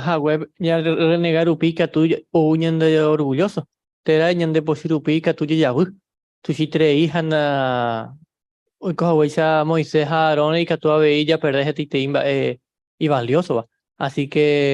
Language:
Guarani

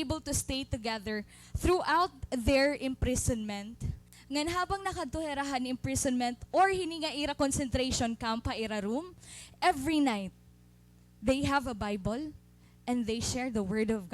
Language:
Waray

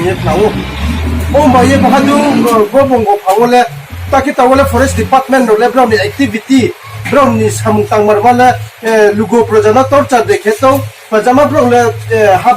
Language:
Riang (India)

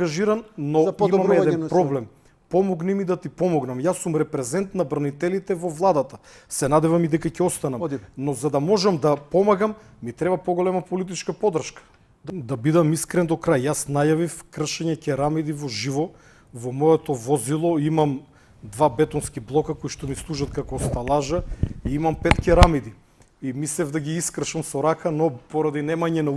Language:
Macedonian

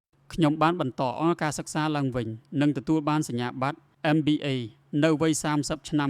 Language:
Khmer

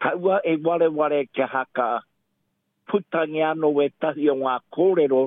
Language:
Māori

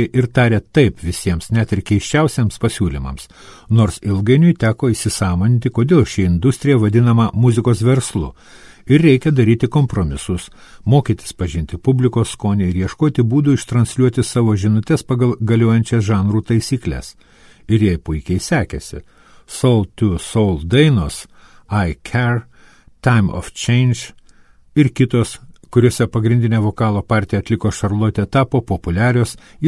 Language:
Lithuanian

